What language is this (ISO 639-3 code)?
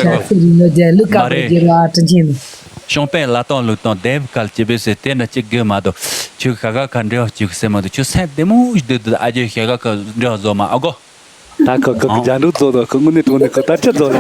bod